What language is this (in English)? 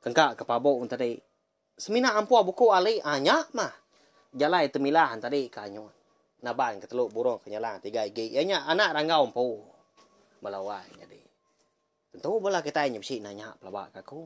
Iban